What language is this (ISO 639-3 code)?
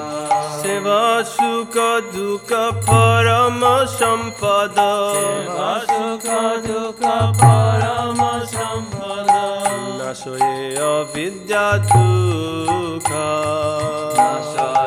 ben